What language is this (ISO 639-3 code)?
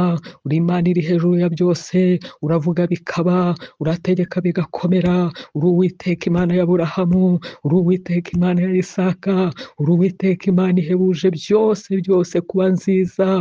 kin